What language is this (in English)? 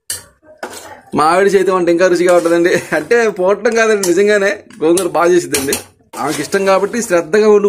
Telugu